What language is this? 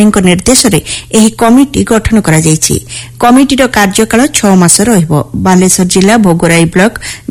Odia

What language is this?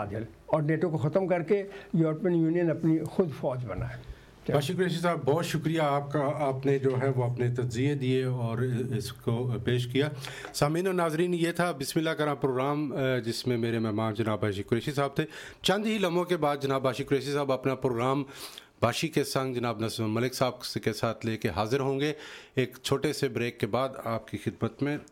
Urdu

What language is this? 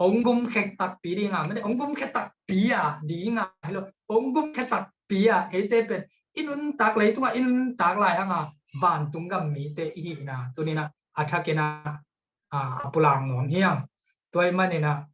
Tedim Chin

